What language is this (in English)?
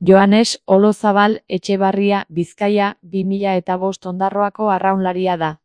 Basque